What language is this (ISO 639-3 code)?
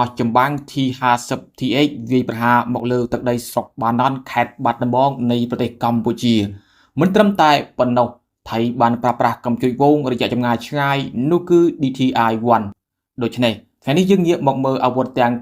khm